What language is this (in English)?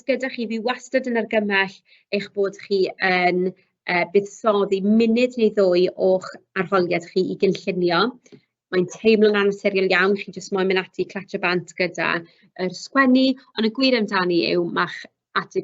Welsh